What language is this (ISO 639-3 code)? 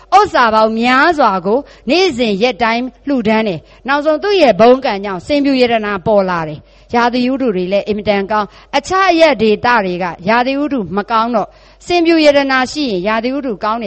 mya